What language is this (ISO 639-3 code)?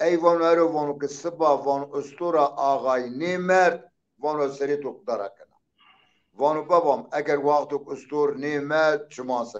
zza